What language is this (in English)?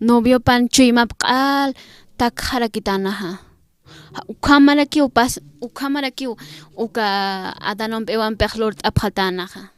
Aymara